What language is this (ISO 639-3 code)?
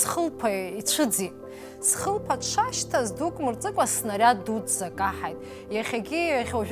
abk